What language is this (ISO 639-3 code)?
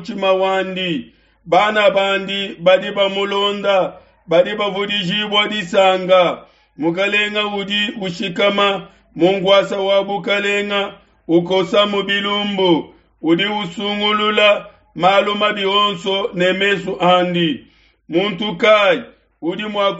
lua